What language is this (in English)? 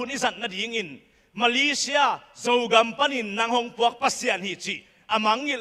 Tedim Chin